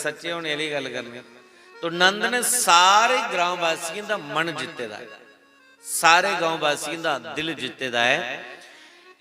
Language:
Dogri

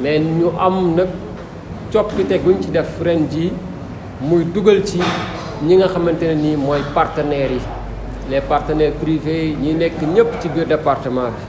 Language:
Wolof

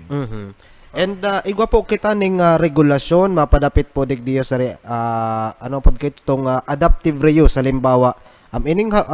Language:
Bikol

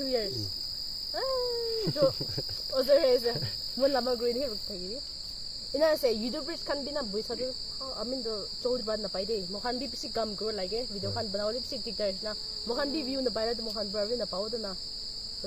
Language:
Naga Pidgin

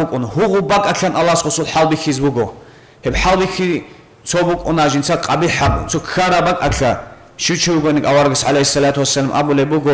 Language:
Avaric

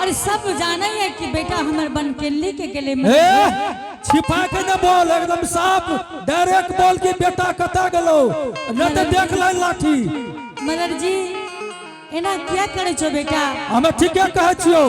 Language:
Angika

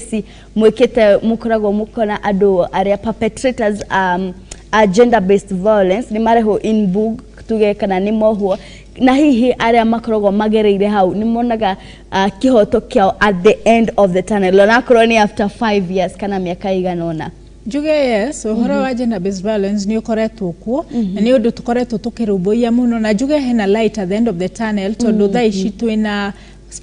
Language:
Kikuyu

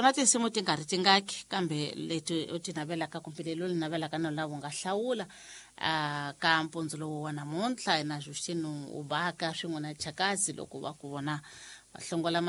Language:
Tsonga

